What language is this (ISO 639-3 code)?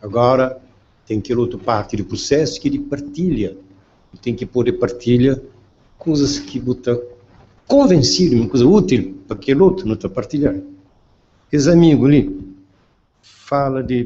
kea